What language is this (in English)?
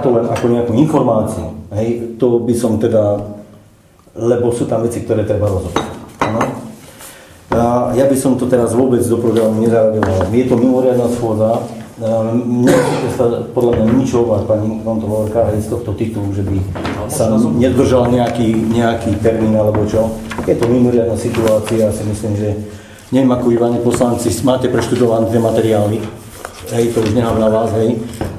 Slovak